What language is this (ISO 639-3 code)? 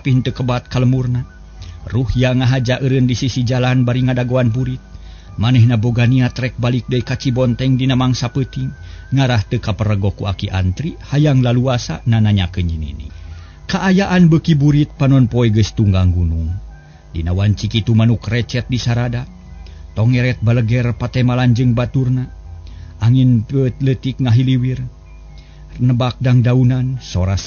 sun